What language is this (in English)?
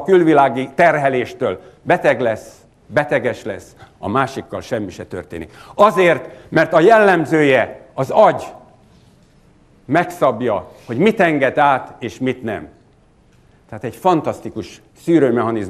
Hungarian